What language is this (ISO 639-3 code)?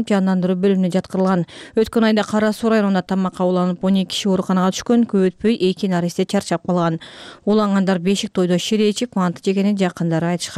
kir